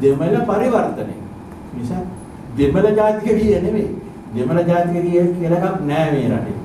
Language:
Sinhala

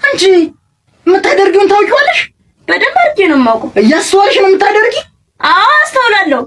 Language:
Amharic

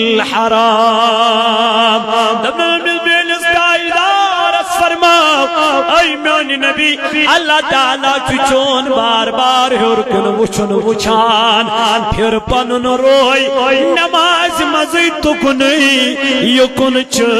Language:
Kashmiri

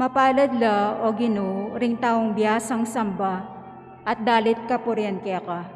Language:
Pampanga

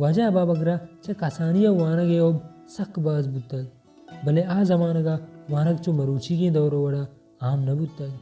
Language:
Baluchi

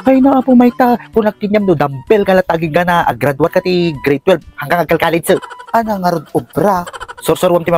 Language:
Iloko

